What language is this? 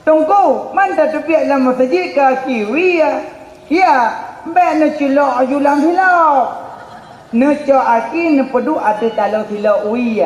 Achinese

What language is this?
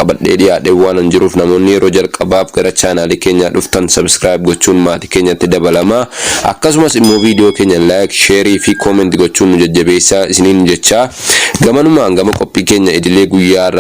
Oromo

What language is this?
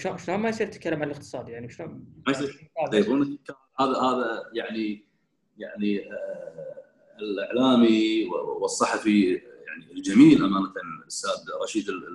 Gulf Arabic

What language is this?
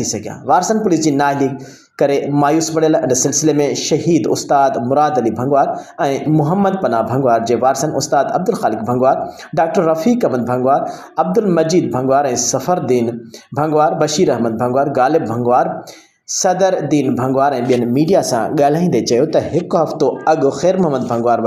Sindhi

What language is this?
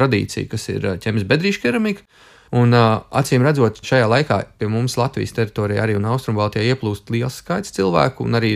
Latvian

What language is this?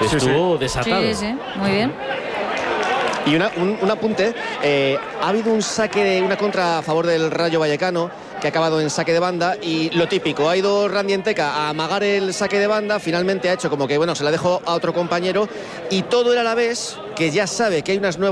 Spanish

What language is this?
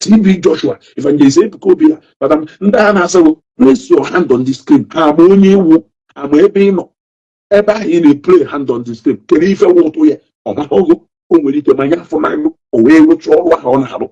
Igbo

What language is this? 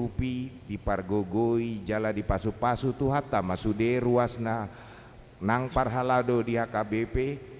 Batak Toba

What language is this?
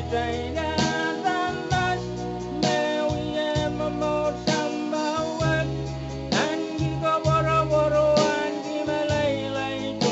Pohnpeian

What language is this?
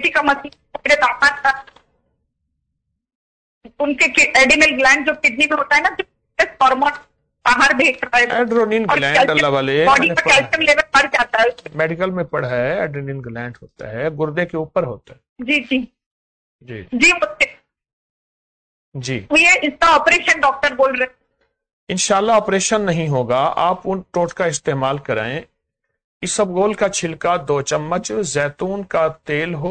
Urdu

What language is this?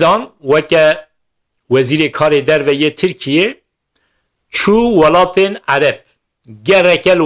Kurdish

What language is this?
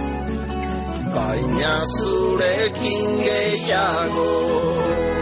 Basque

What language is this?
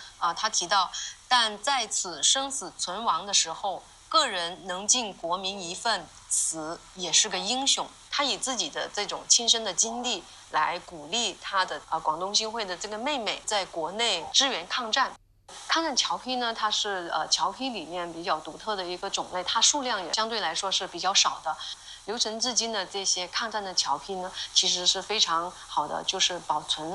Chinese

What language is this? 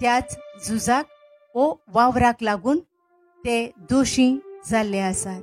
Konkani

